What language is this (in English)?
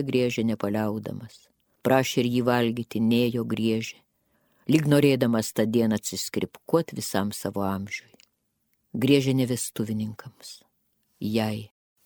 Lithuanian